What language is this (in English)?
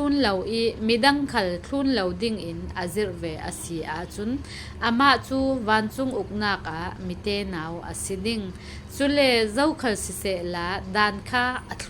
Falam Chin